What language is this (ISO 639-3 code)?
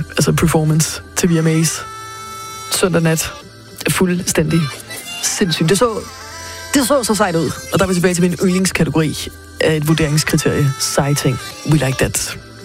dan